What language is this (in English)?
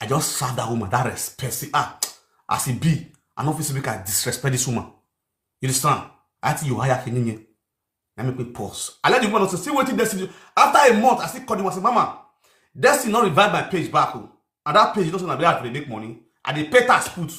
Nigerian Pidgin